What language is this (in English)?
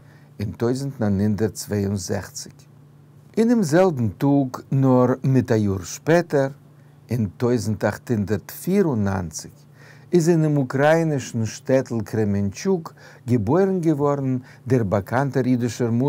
Yiddish